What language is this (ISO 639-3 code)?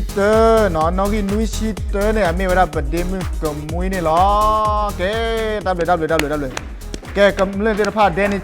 ksw